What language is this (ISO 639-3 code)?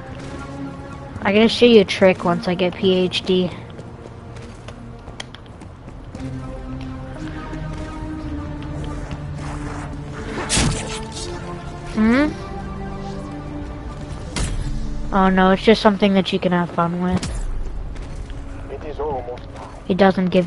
eng